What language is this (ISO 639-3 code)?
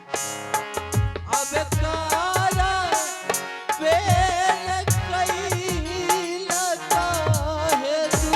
anp